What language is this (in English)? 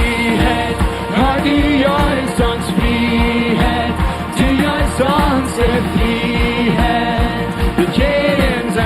Plautdietsch